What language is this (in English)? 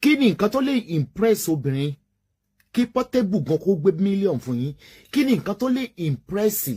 Yoruba